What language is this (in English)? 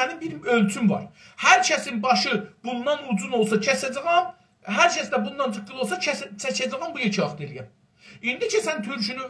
South Azerbaijani